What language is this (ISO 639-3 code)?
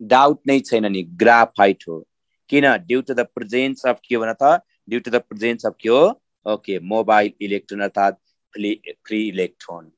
nep